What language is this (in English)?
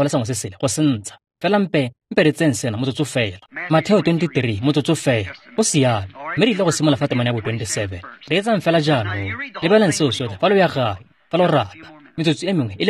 Tswana